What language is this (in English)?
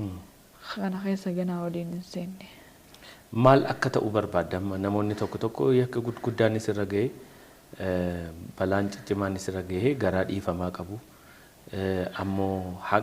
Oromo